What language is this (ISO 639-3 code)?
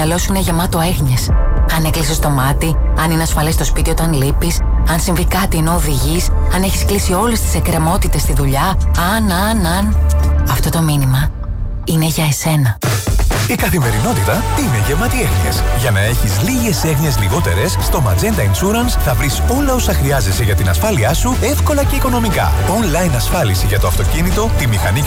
ell